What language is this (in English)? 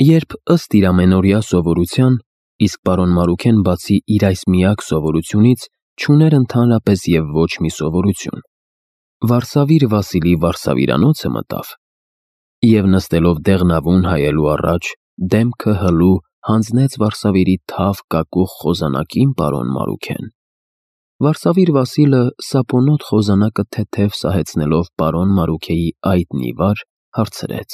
Armenian